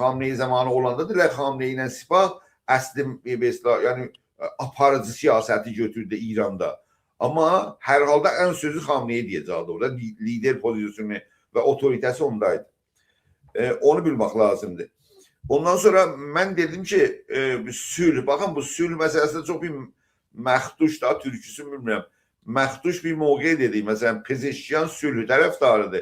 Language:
South Azerbaijani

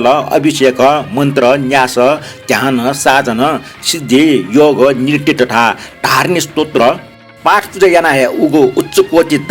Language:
Newari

